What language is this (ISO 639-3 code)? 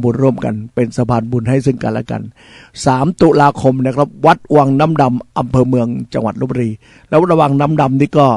tha